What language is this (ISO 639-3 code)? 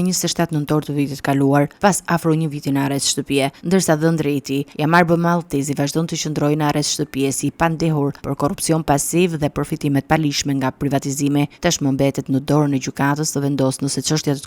sqi